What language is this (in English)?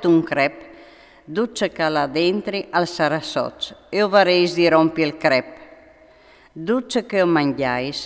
Friulian